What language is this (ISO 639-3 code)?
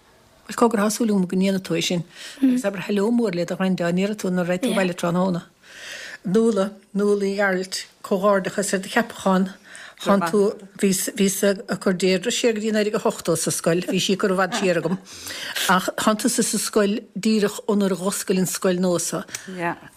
gle